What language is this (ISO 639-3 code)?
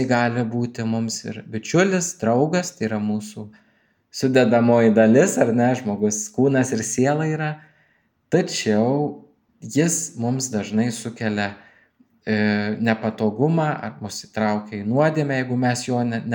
lit